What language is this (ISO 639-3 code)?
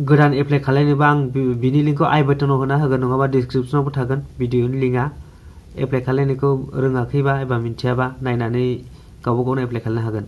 brx